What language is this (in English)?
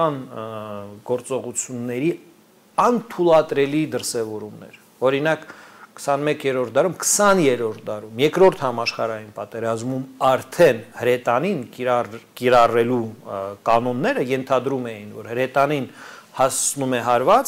Armenian